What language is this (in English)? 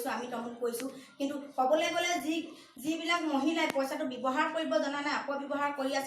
Assamese